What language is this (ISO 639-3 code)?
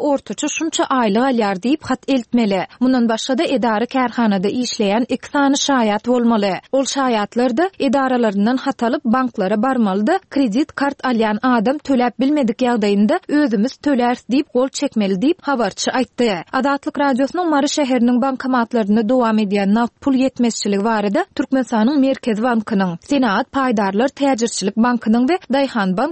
tuk